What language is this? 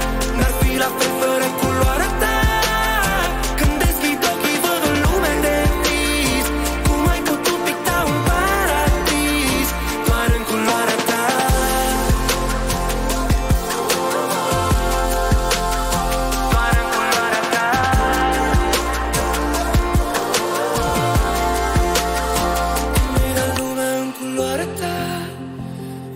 Romanian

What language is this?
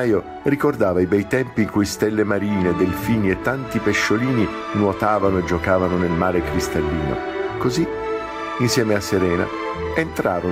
Italian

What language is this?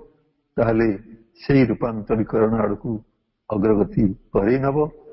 Odia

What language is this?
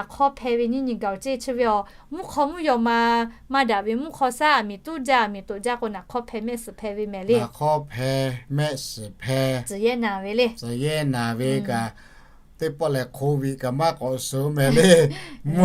Lahu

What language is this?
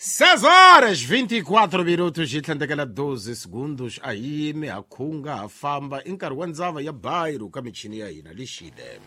Tsonga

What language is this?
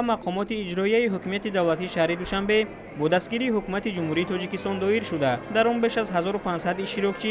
Tajik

